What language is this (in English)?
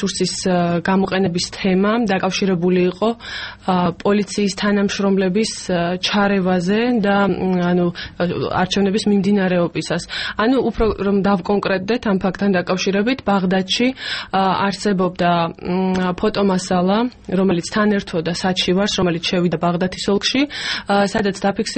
Georgian